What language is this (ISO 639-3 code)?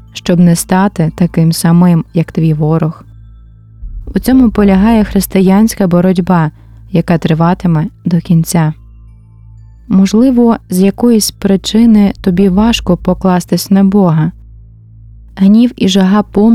ukr